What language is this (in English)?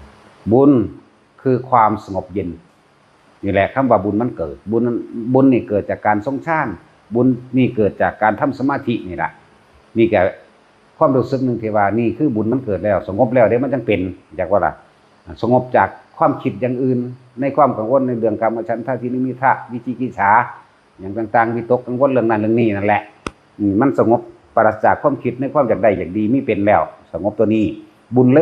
Northeastern Thai